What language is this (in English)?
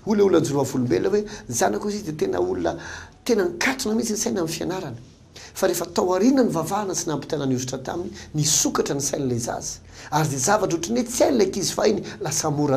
Malagasy